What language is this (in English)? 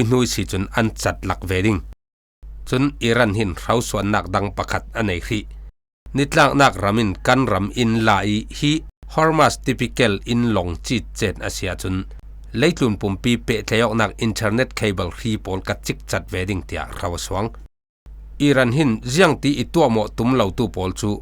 Falam Chin